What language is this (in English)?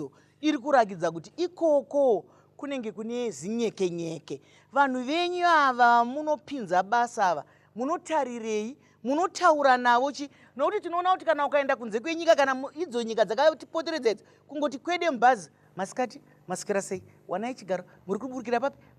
Shona